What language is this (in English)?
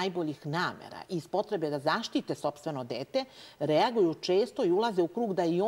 Serbian